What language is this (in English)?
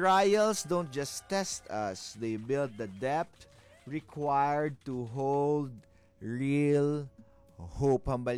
Hiligaynon